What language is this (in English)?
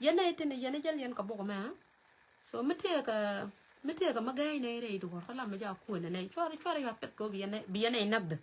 Nuer